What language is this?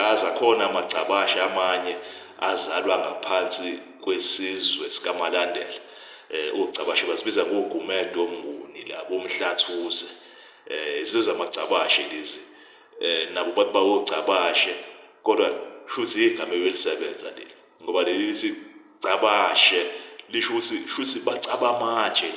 Zulu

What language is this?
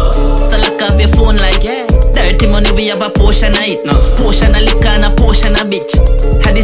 Jamaican Creole English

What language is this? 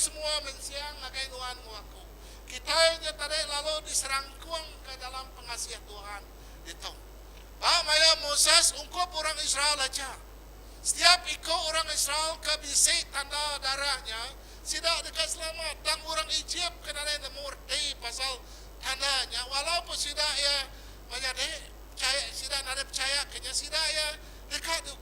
Iban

